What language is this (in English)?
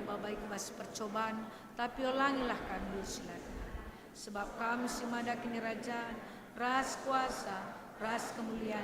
Batak Karo